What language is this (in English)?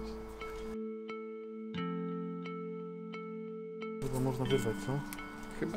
Polish